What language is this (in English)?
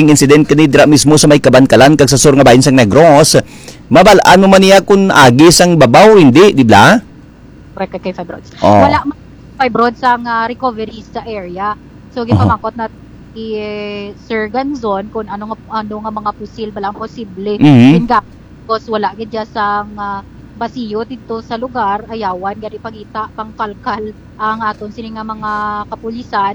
Hiligaynon